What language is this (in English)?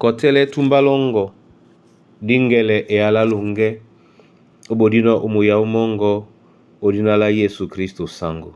Duala